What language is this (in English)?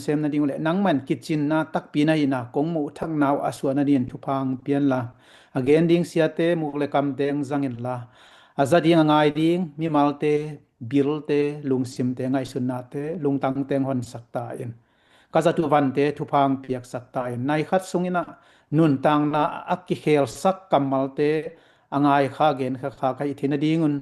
Tedim Chin